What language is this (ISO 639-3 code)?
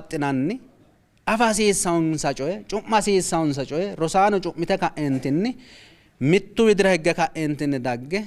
sid